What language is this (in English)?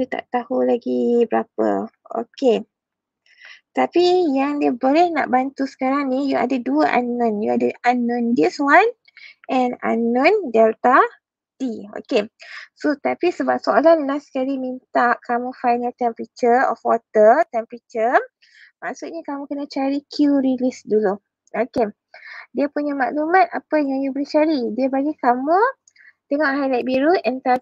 Malay